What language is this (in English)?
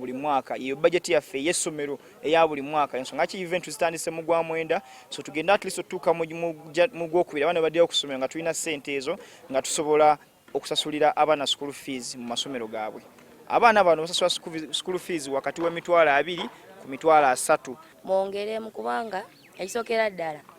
Ganda